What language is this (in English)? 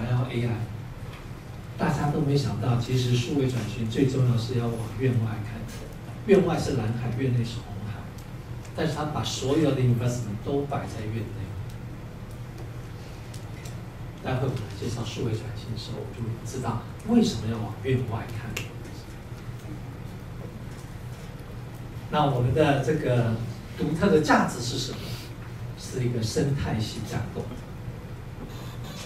Chinese